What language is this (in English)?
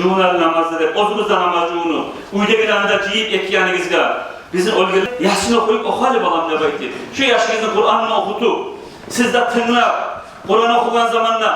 Kumyk